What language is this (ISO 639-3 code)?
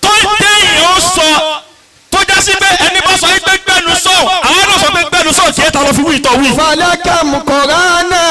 yor